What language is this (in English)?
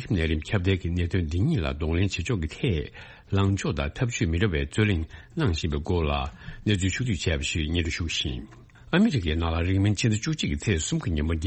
Tibetan